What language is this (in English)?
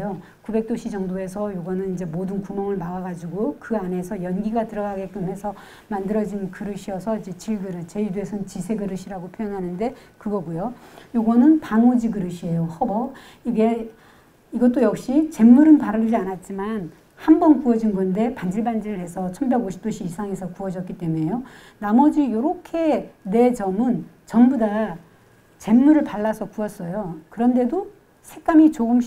Korean